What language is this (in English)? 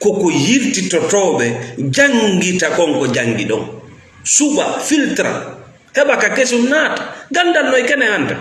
Fula